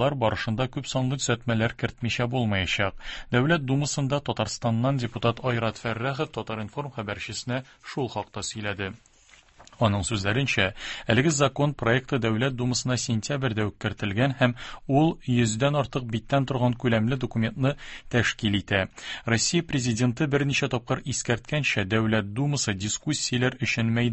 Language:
Tatar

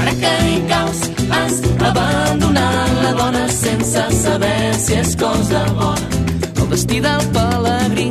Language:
Catalan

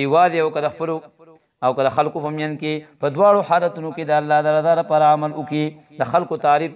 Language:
Pashto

